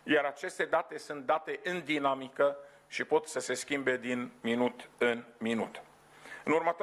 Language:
Romanian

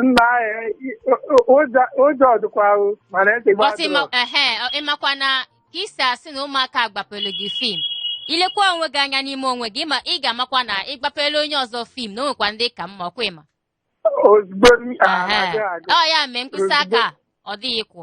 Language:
Igbo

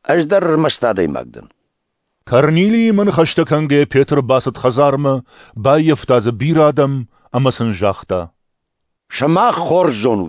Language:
Ossetic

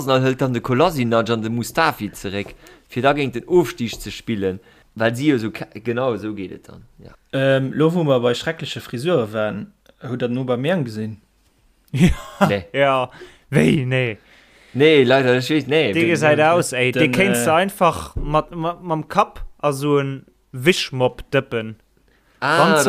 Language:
Luxembourgish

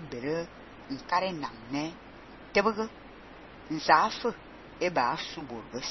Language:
Fang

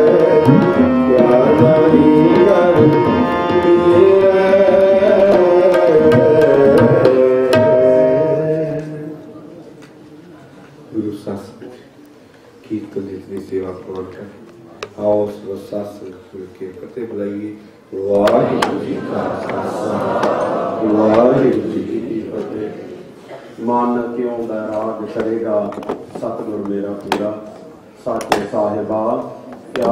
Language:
Punjabi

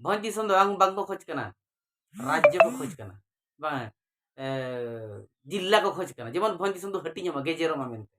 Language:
Santali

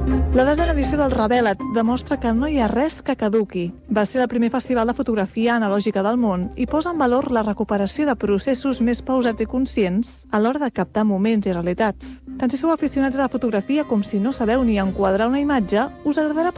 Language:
Catalan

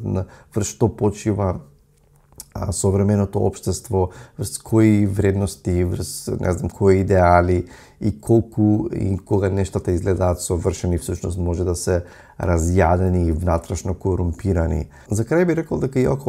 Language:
Macedonian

